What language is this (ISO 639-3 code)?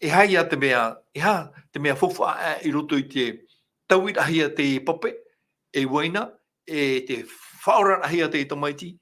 tah